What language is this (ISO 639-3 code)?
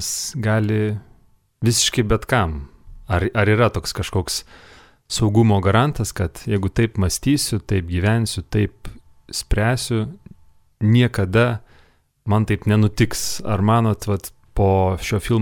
lit